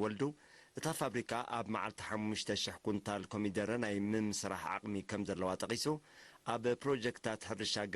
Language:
Tigrinya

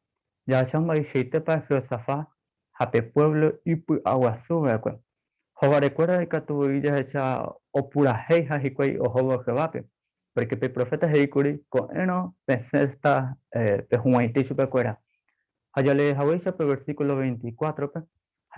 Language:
Guarani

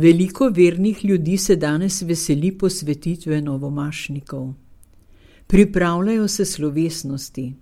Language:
Slovenian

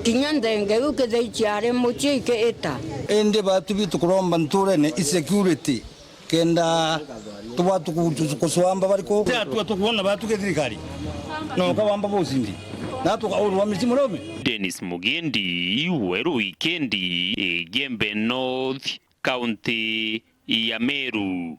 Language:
Meru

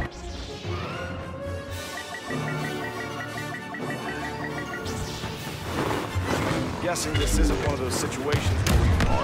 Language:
English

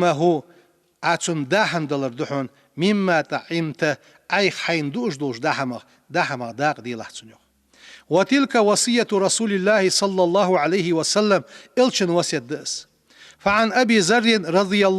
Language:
Ingush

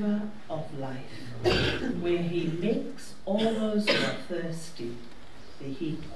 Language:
Tongan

